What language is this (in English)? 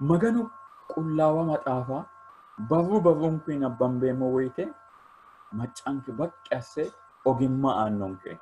Sidamo